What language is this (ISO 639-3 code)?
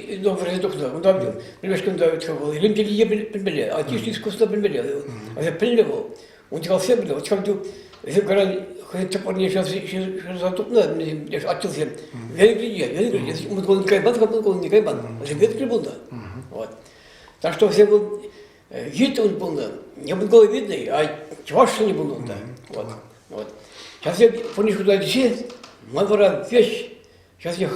chv